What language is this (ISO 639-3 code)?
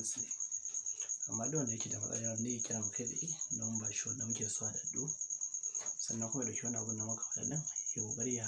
hau